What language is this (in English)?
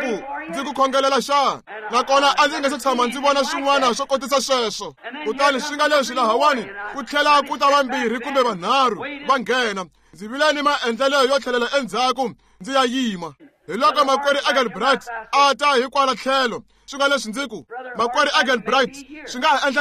Tsonga